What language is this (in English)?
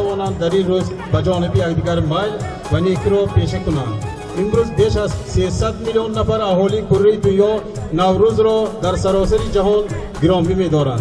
Tajik